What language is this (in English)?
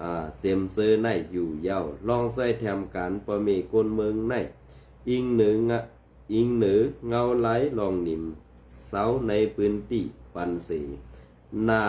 Shan